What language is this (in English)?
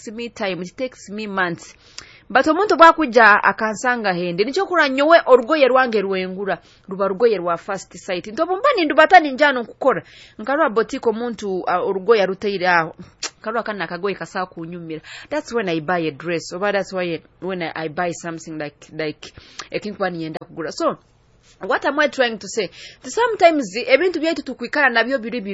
Nyoro